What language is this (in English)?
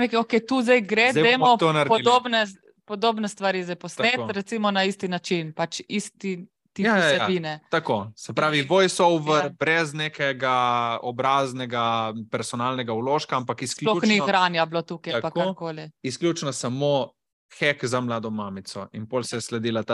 Slovenian